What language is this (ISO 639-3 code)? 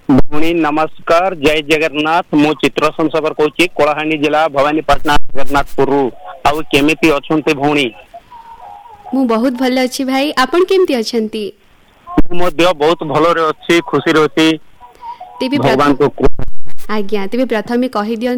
ori